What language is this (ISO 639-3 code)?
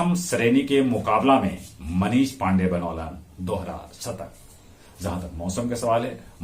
mag